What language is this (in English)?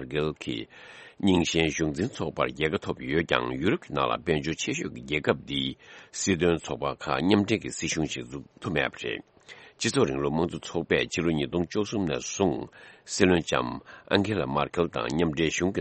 Tibetan